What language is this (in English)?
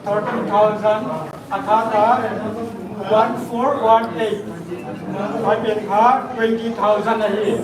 Paite Chin